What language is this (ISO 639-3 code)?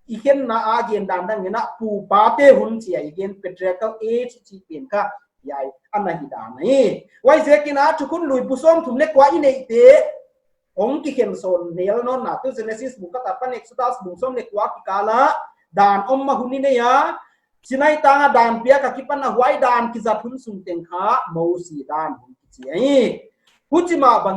pck